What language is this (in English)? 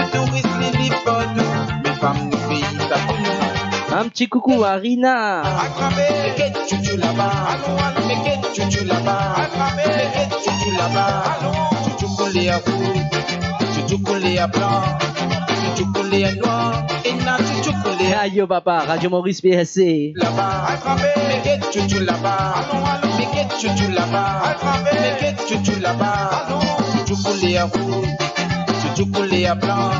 Morisyen